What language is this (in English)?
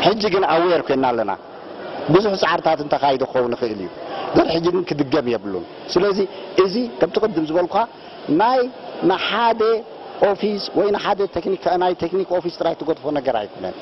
Tigrinya